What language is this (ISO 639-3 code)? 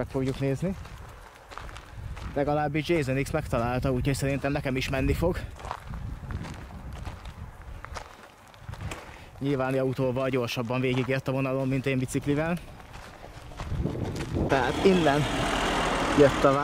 hun